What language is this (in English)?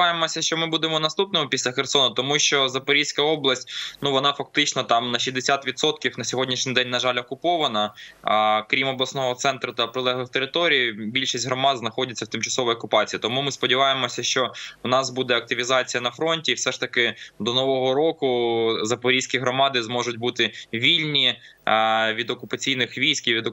Ukrainian